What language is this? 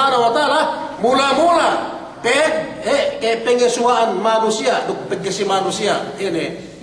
Yakan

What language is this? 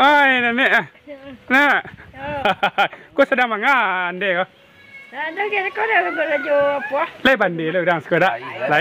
Minangkabau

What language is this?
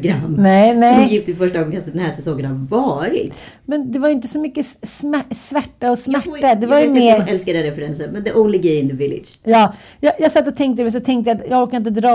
Swedish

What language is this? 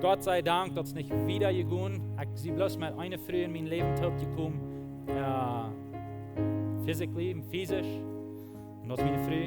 Plautdietsch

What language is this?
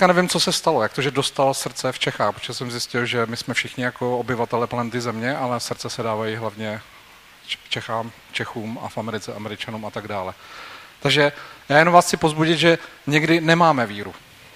Czech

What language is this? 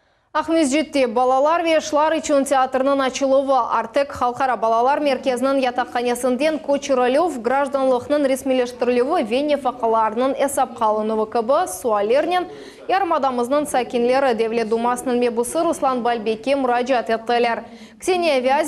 Crimean Tatar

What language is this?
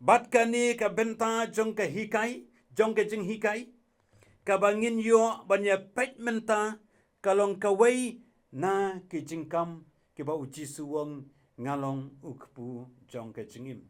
Khasi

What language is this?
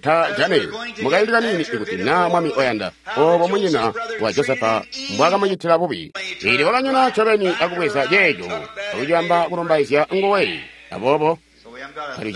Tonga (Zambia)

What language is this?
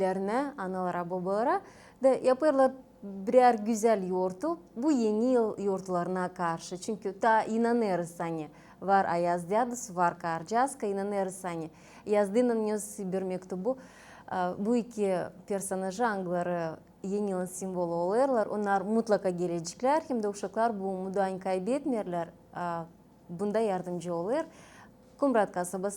Gagauz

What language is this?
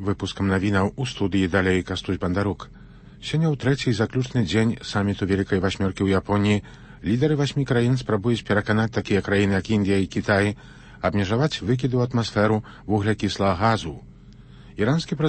Belarusian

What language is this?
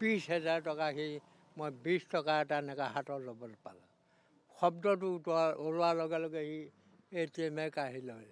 Assamese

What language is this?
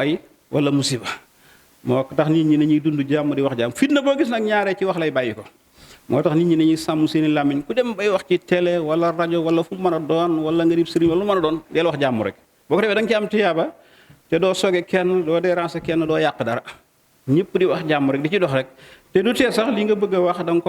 Wolof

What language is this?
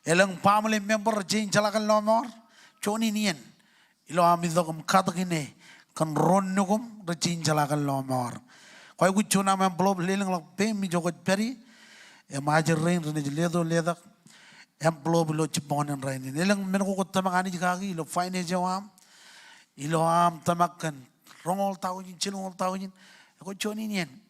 Marshallese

